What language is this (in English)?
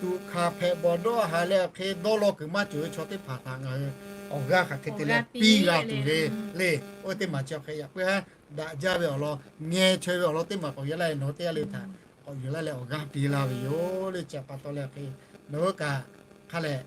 Lahu